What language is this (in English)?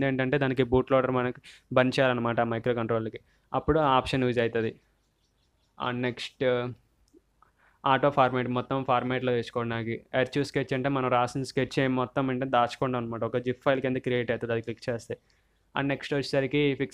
Telugu